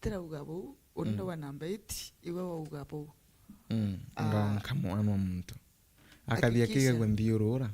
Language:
Meru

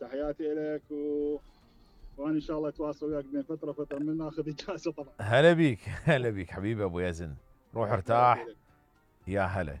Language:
Mesopotamian Arabic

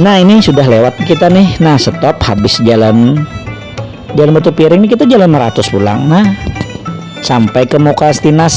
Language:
Banjar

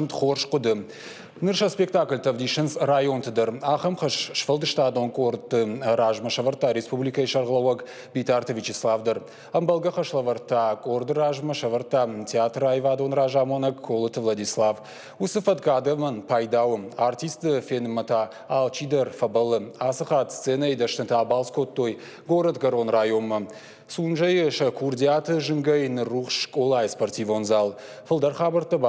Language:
Ossetic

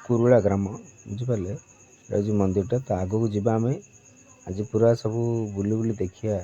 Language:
Odia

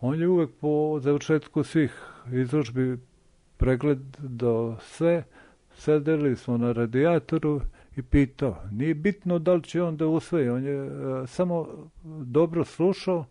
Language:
Serbian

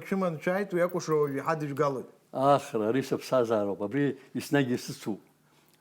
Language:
Abkhazian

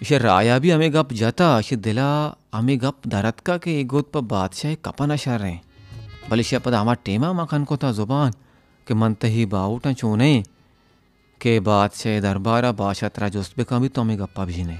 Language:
Baluchi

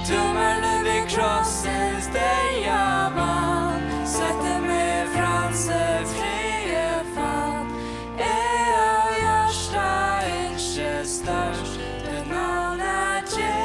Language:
Faroese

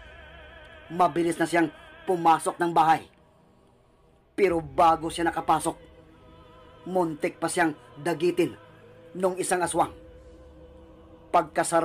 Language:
Filipino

